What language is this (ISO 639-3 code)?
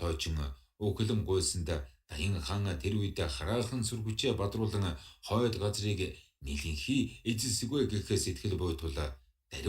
mon